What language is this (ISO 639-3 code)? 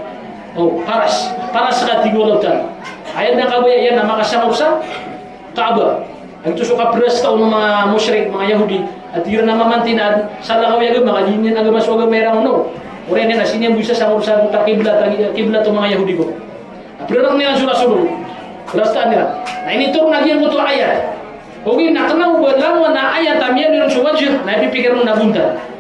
mrw